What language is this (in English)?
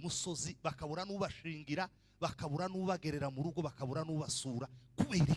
Kinyarwanda